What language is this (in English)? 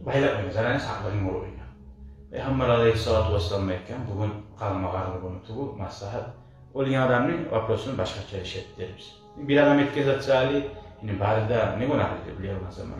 Kumyk